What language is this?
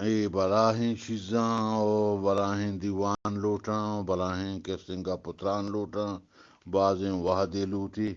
Eastern Balochi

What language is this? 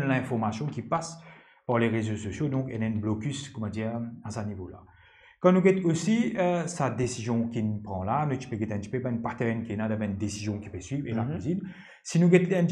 Morisyen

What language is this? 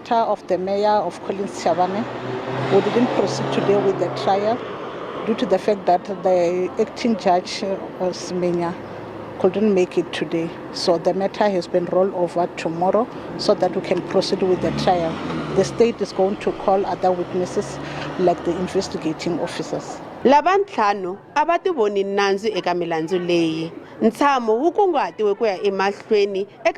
Tsonga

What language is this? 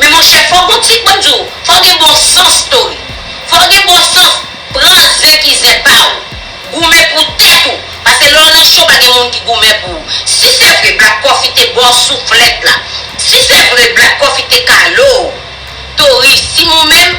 Haitian Creole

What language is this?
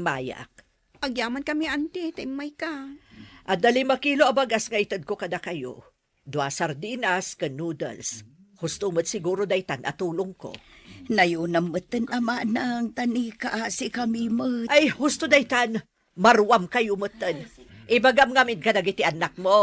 Iloko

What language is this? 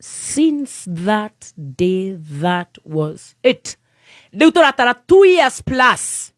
Kikuyu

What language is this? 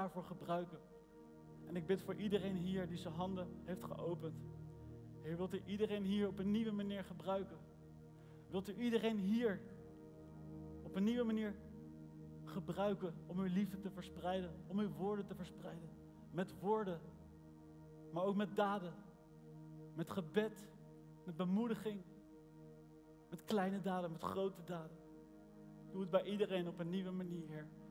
Dutch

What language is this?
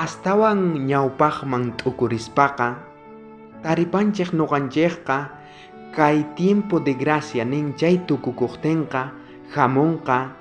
South Bolivian Quechua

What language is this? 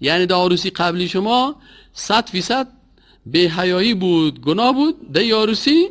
Persian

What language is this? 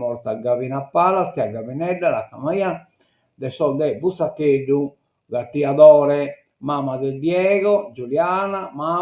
Sardinian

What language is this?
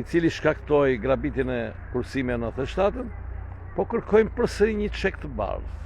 Albanian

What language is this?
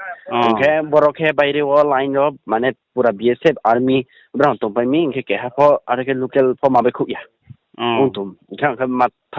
Riang (India)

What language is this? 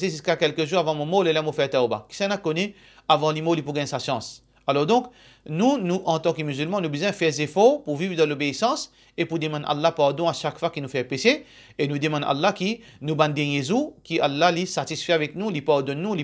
Morisyen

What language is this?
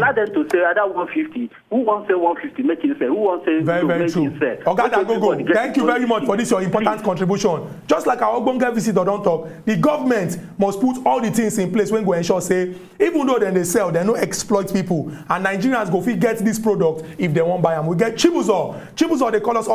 Nigerian Pidgin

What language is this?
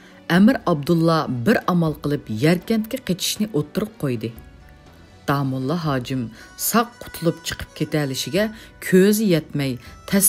Uyghur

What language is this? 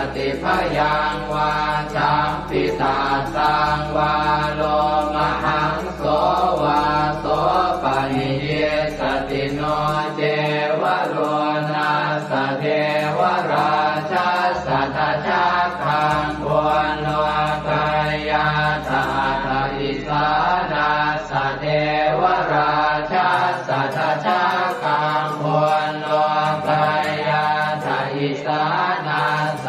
Pali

